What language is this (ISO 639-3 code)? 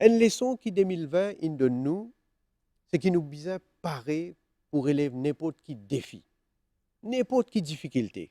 mfe